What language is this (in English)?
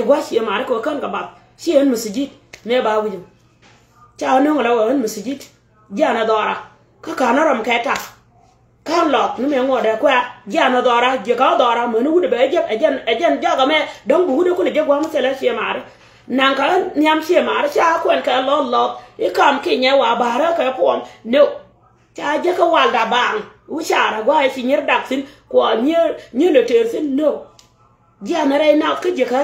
Nuer